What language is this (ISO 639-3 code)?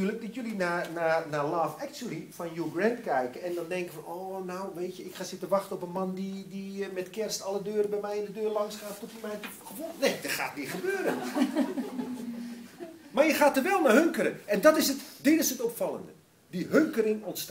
nld